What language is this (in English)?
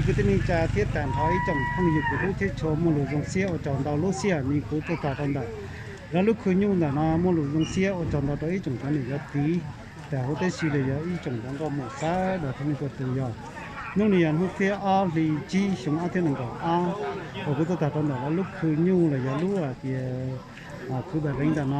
Hmong